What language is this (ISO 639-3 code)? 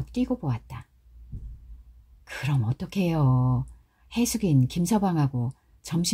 kor